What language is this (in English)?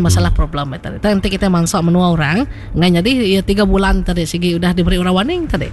Iban